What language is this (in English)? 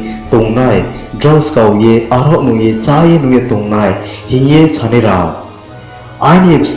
Riang (India)